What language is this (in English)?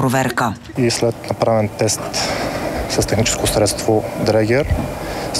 Bulgarian